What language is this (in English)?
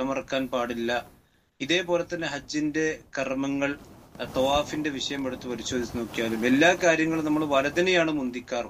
Malayalam